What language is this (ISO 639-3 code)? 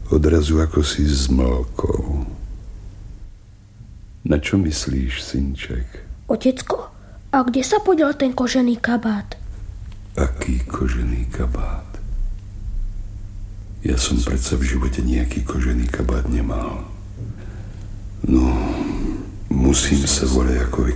slk